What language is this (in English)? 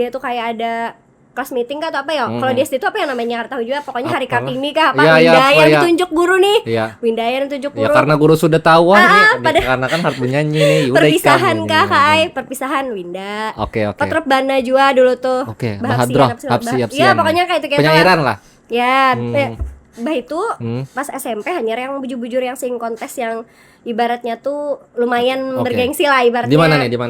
Banjar